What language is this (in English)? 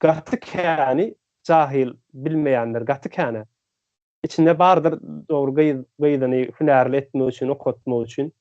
Turkmen